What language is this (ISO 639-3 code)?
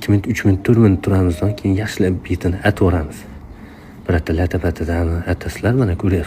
uzb